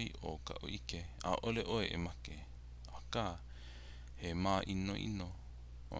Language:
Hawaiian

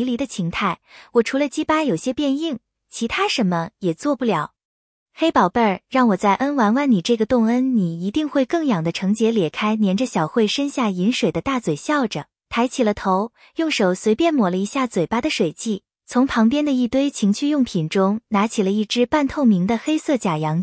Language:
Chinese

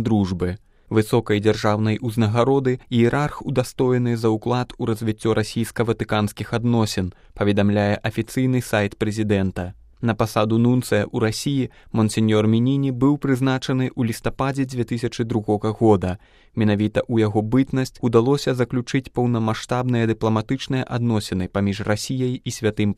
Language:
Belarusian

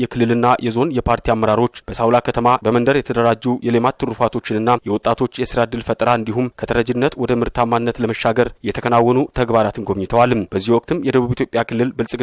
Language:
Amharic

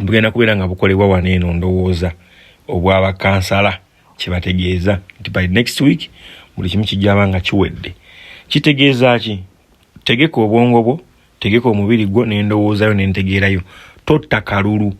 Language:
Ganda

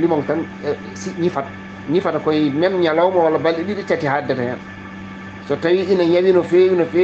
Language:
Fula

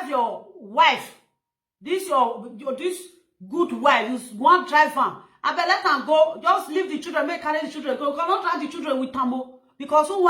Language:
Nigerian Pidgin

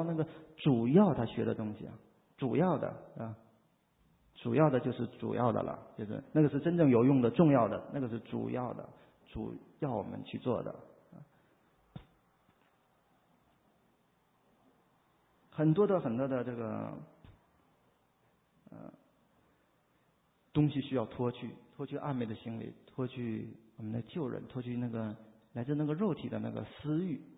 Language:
Chinese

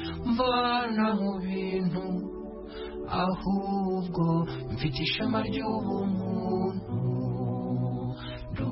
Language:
Kinyarwanda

